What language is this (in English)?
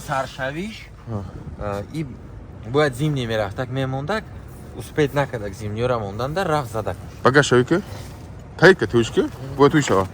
Tajik